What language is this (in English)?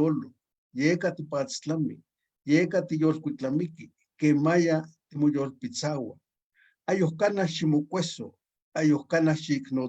Eastern Huasteca Nahuatl